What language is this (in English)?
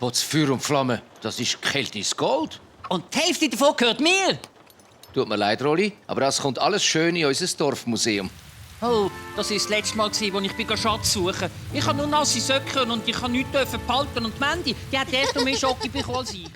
Swiss German